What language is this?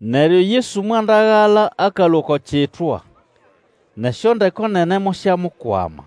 Nande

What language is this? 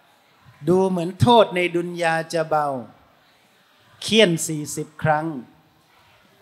Thai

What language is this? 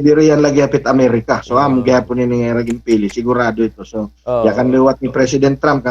Waray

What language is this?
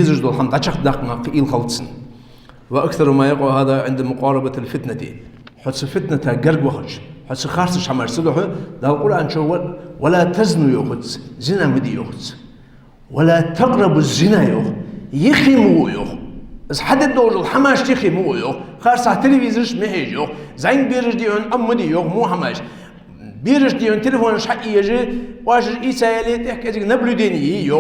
Ingush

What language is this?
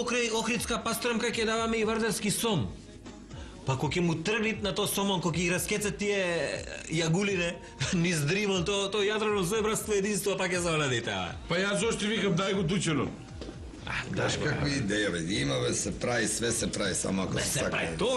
Macedonian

